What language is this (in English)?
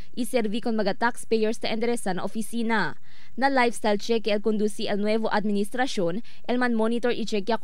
Chavacano